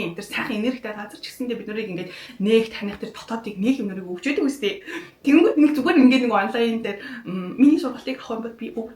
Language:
Mongolian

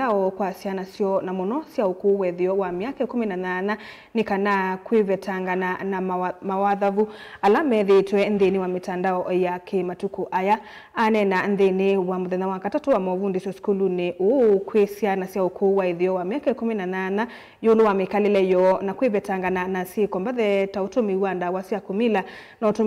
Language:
Kamba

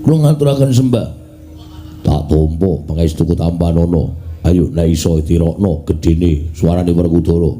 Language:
Javanese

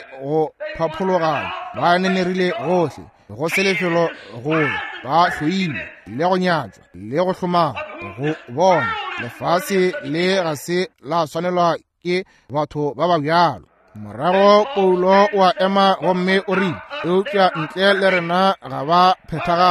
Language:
Northern Sotho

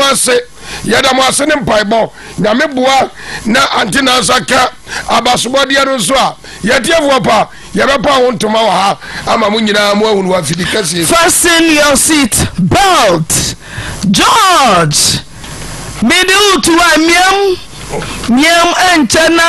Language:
Akan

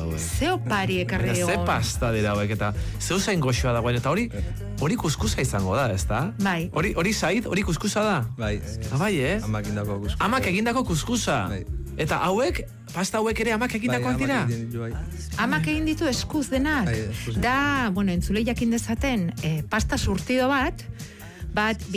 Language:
Basque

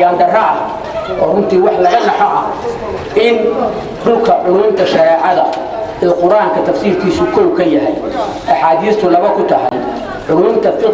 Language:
Somali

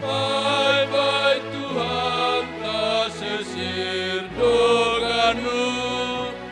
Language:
Batak Simalungun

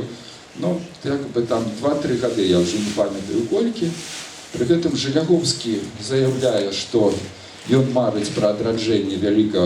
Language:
Belarusian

